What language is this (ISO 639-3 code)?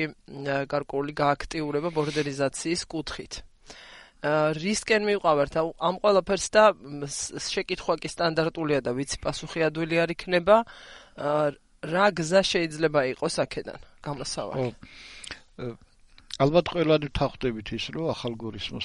kat